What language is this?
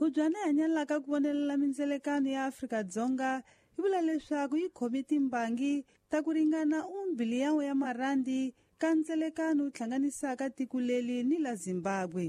Tsonga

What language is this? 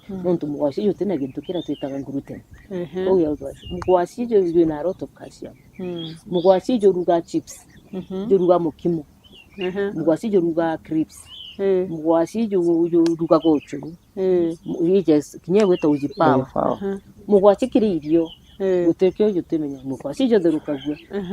Meru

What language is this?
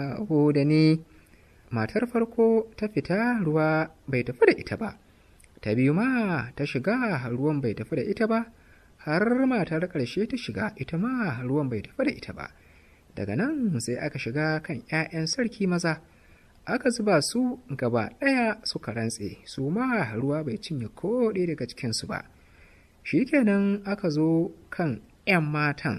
Hausa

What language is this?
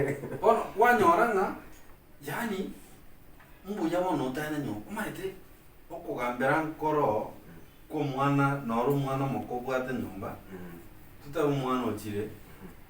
Gusii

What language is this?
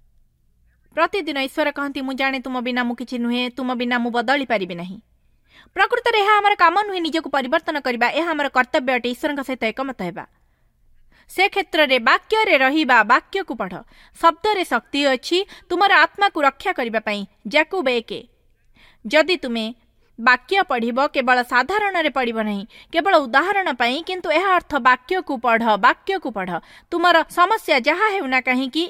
Odia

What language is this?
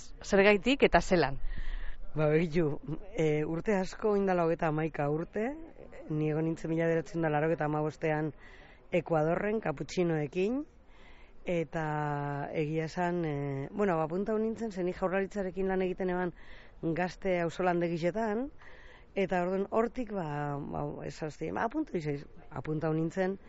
Basque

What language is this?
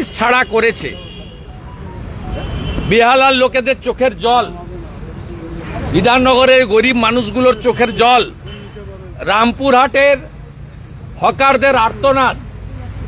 Bangla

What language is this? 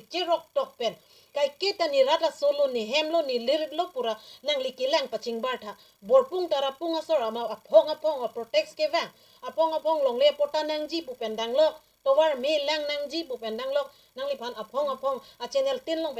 Karbi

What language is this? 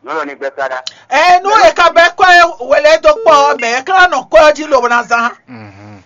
Fon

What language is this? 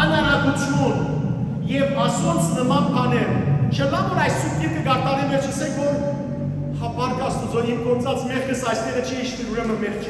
Western Armenian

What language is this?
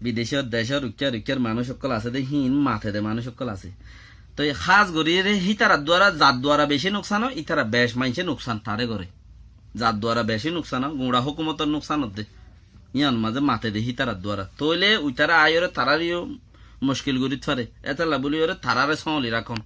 Rohingya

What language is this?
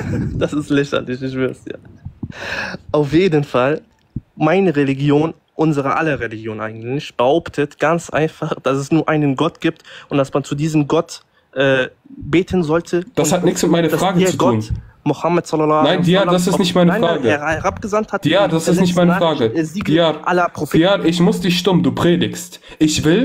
German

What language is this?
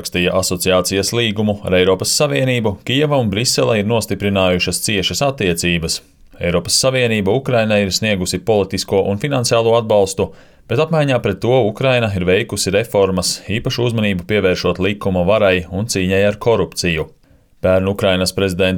Latvian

